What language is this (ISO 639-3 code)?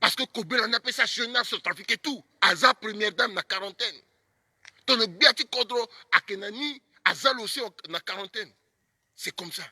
sag